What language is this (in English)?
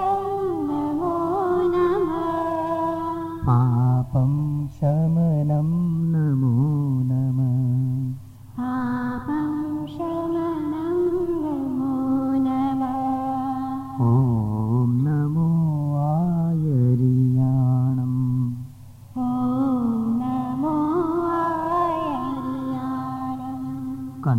Gujarati